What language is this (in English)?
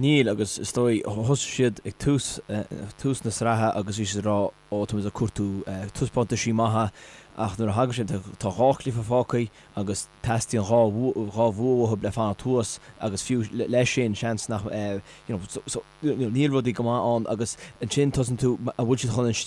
Irish